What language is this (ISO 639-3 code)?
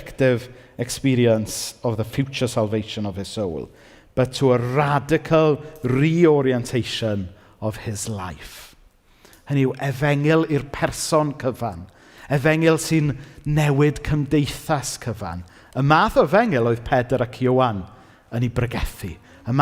cym